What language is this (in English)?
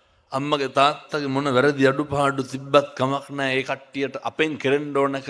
Sinhala